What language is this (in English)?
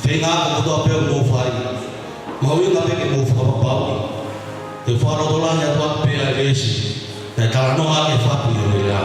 Tongan